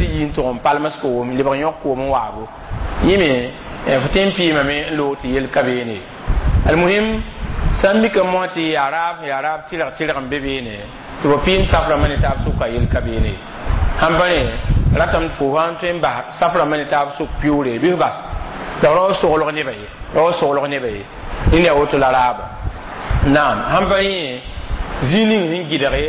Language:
Mossi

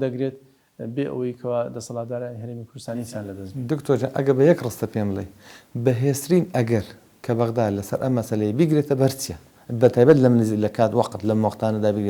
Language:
Central Kurdish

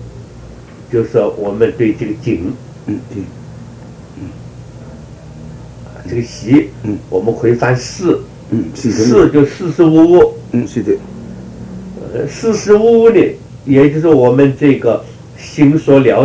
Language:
Chinese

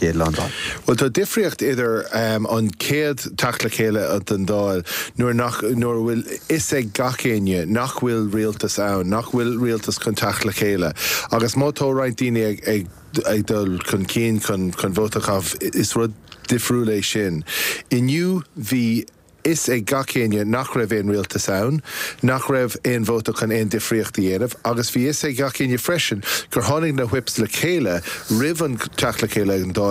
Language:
Irish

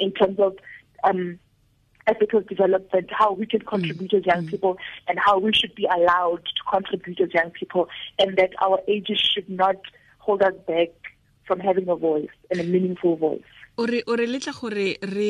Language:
Tswana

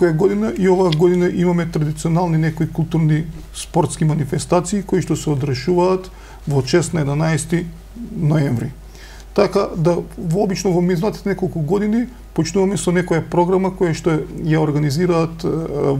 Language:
Macedonian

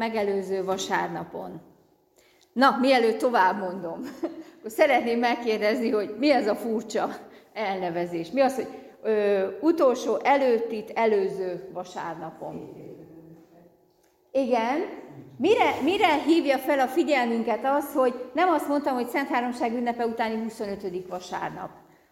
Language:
Hungarian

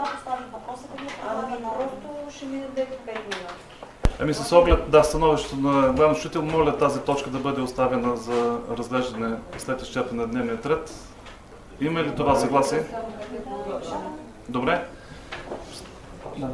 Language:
Bulgarian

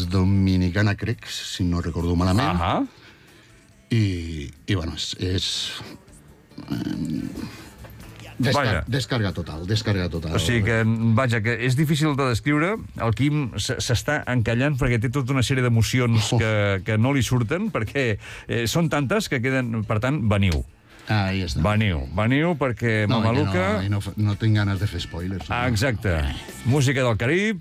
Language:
Catalan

